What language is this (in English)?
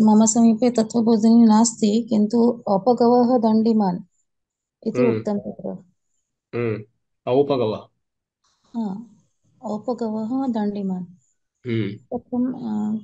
Sanskrit